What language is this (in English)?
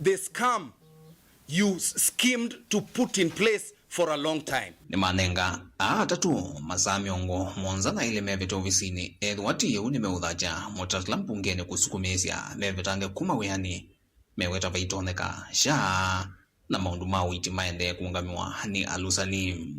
Kamba